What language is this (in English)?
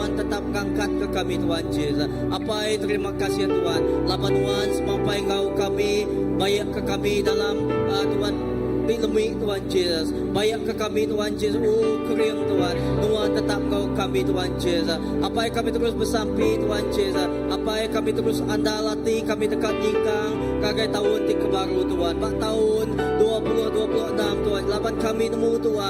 Iban